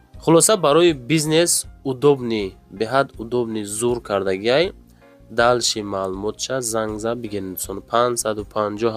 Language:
Tajik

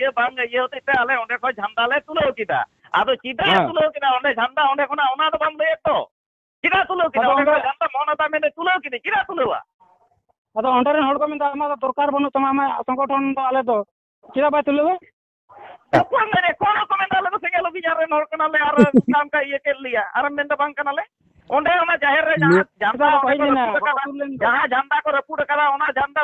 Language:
Santali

